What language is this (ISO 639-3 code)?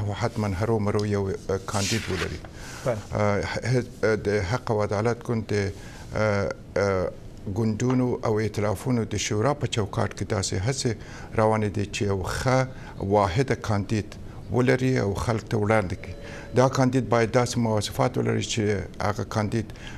pus